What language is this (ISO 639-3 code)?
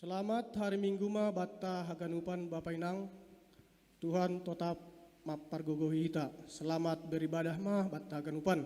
bts